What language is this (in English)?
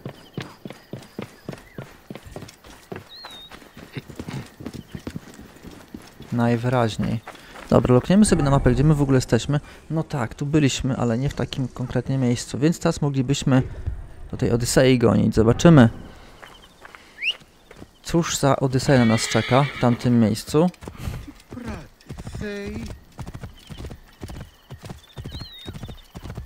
Polish